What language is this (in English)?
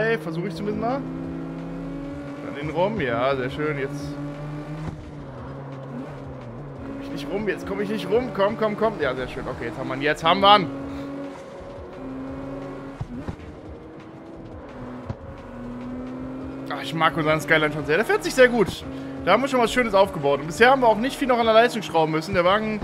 German